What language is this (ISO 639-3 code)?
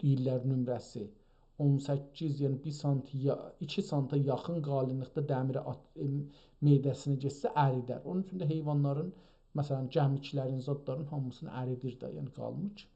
azb